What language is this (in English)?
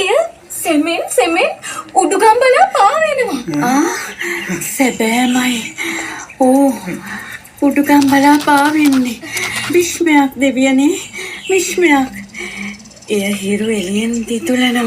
Sinhala